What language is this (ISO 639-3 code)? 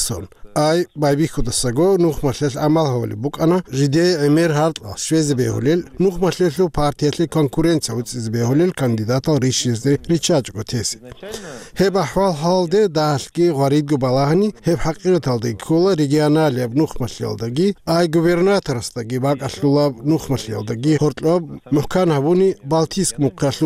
ava